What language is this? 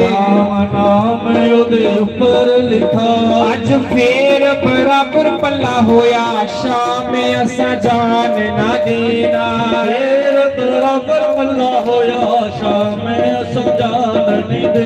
Dogri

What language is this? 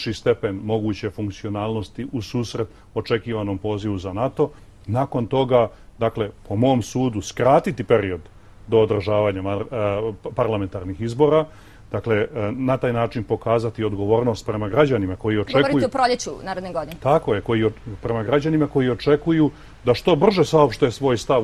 Serbian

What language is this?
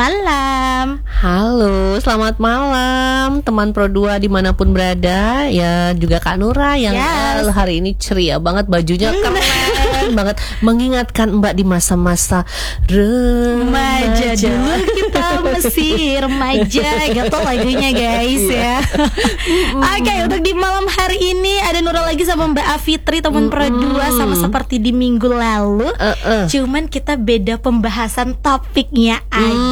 Indonesian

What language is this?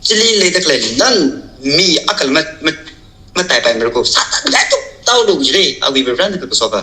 Tangkhul Naga (India)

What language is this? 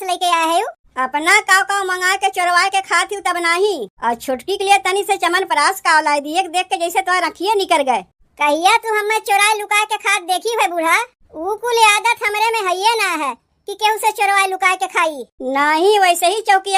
Awadhi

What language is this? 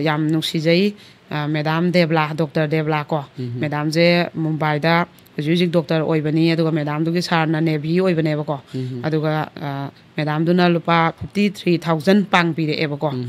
Manipuri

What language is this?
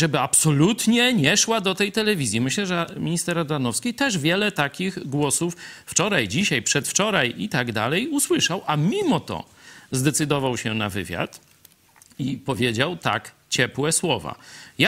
Polish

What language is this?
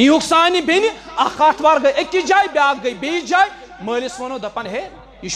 Kashmiri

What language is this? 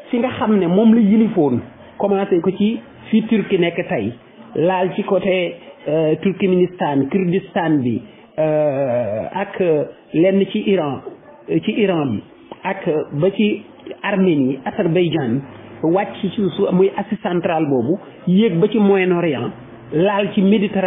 Wolof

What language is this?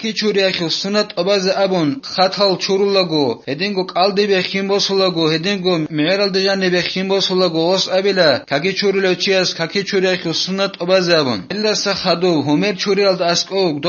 Avaric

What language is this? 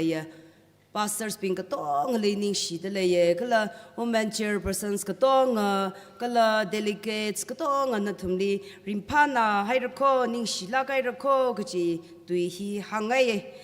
Tangkhul Naga (India)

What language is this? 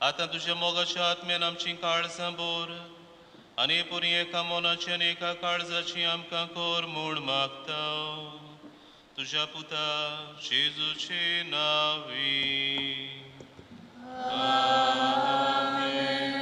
Konkani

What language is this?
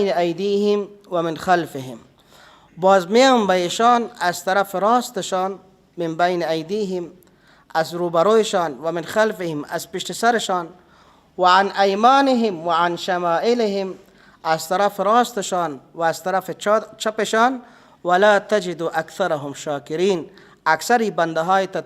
Persian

